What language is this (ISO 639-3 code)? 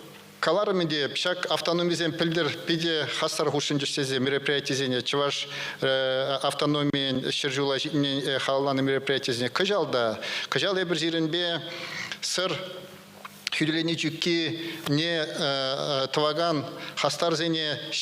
chv